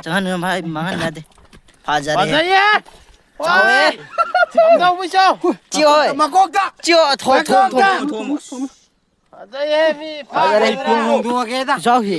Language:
Manipuri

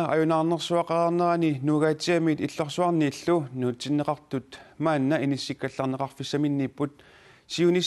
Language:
Kalaallisut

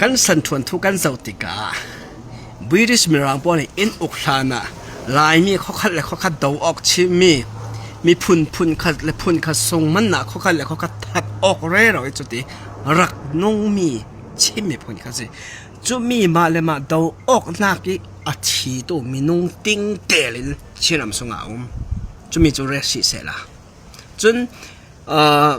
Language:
Falam Chin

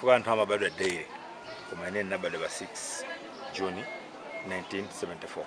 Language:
Nyanja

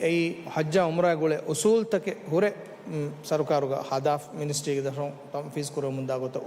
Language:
Divehi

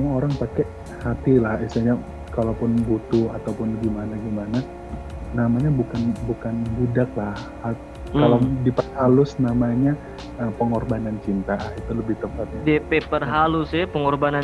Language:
Manado Malay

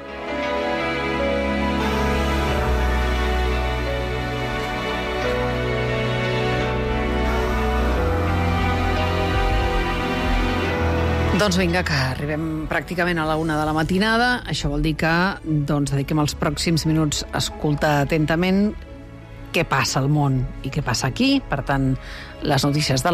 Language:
Catalan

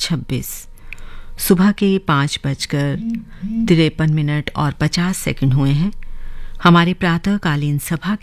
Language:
Hindi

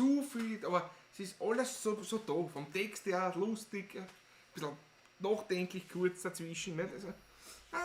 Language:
Bavarian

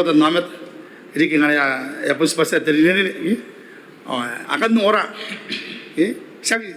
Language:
Gilbertese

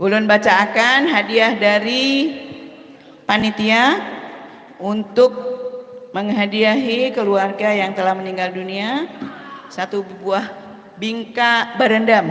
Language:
Banjar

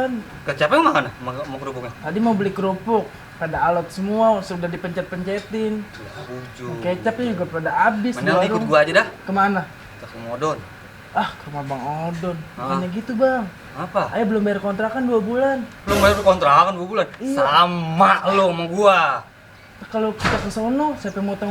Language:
Betawi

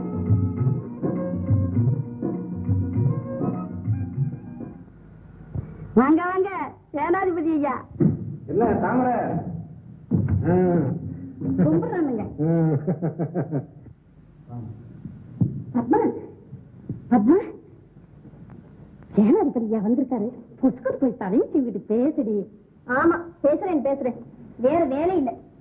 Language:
Tamil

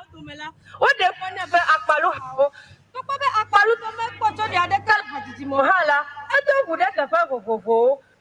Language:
Ewe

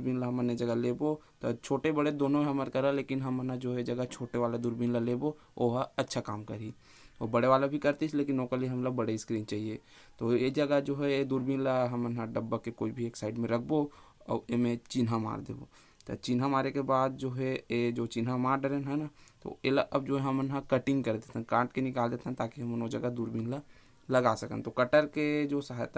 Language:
Chhattisgarhi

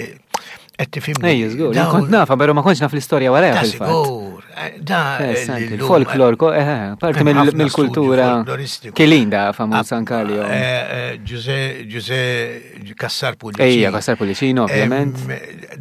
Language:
Maltese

